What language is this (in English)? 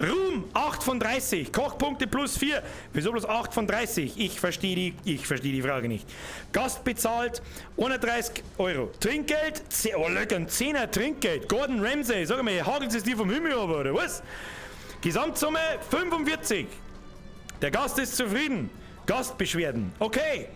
Bavarian